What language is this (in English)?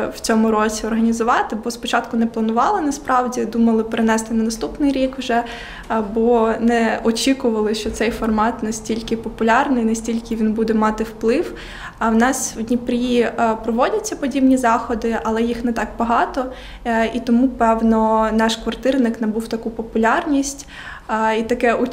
Ukrainian